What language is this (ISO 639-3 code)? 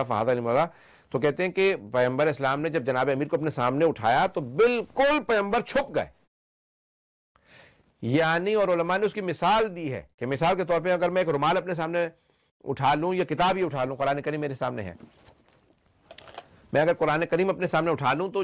urd